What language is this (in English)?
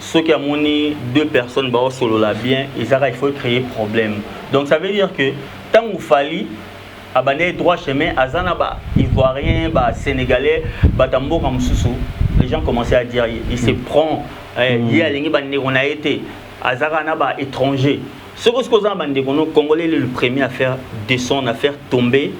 Lingala